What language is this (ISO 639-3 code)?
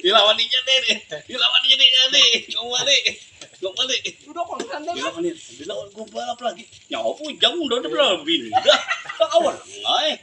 bjn